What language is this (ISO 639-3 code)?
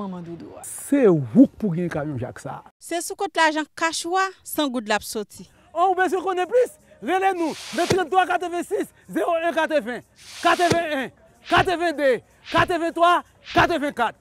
hat